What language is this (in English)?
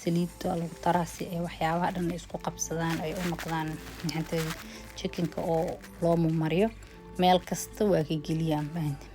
Somali